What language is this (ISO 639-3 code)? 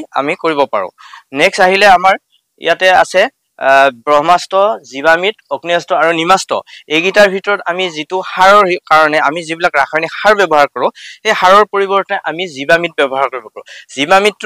asm